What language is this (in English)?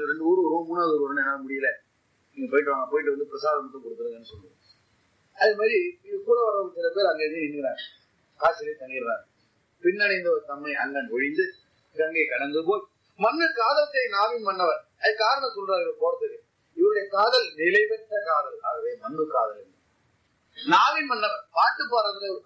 Tamil